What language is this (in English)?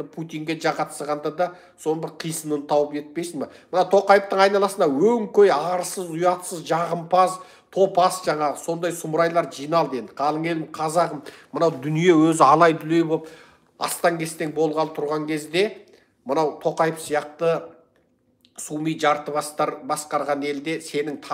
Kazakh